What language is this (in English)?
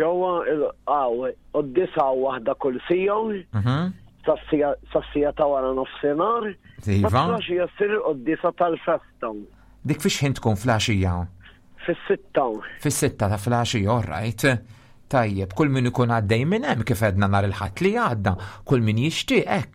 Maltese